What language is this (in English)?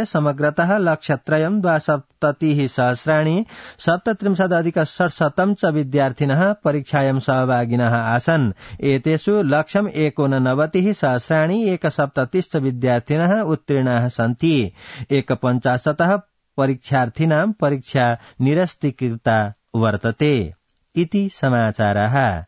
Sanskrit